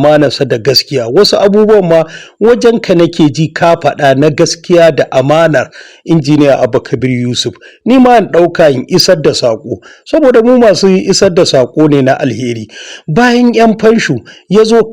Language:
Hausa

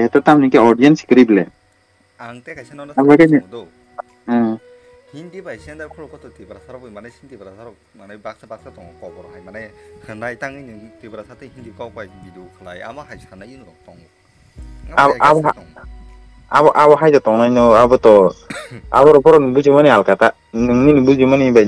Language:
Kok Borok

